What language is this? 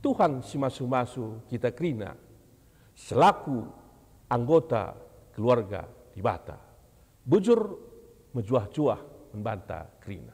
Batak Karo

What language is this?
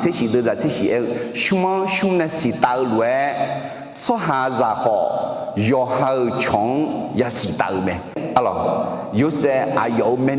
Akha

